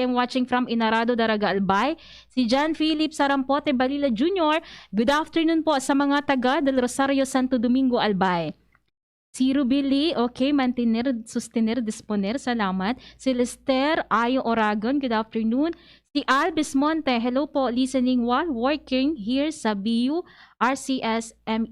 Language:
Bikol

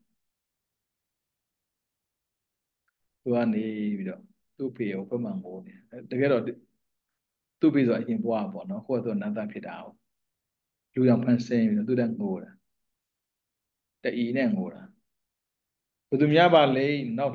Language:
Burmese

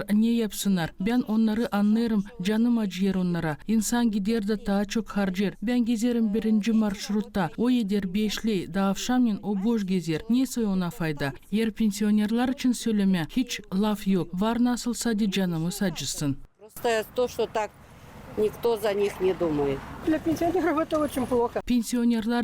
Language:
Gagauz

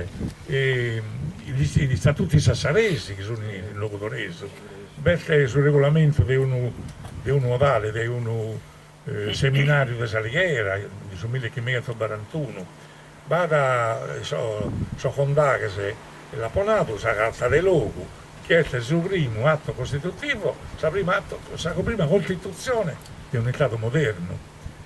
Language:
Sardinian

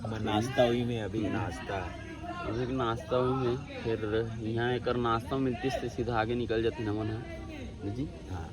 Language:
Chhattisgarhi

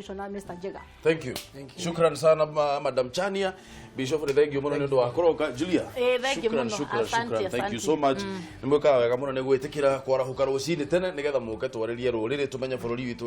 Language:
Kikuyu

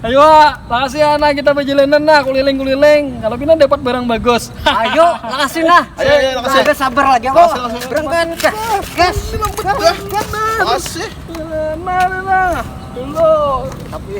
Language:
Banjar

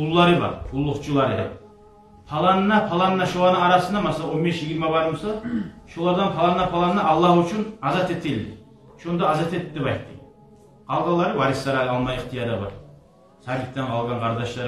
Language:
Kumyk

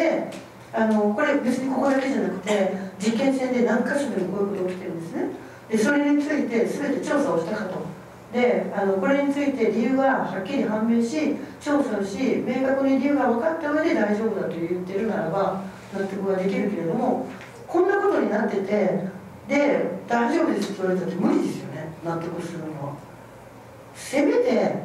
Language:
Japanese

